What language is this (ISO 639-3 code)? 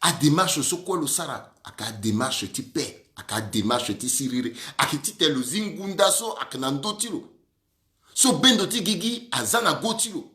sag